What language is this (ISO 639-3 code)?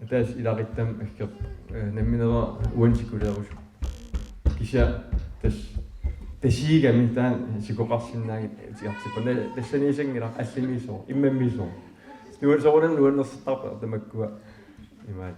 kal